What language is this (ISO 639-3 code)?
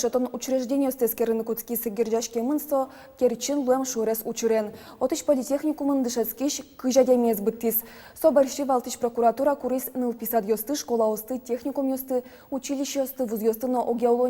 udm